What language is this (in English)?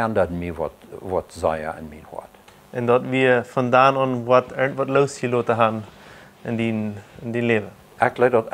Plautdietsch